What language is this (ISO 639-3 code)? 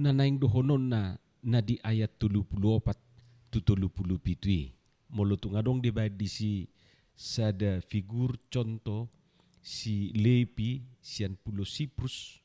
bbc